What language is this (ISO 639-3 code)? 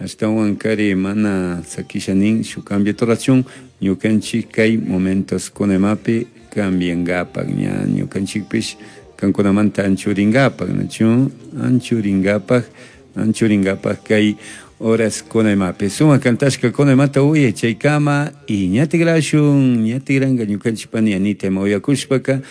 qug